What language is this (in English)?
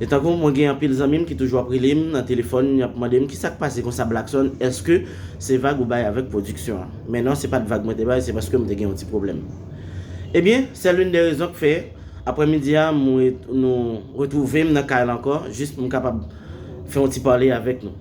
Haitian Creole